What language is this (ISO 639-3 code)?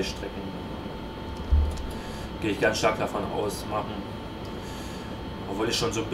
deu